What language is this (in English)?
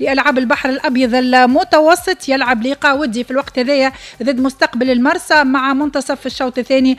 Tunisian Arabic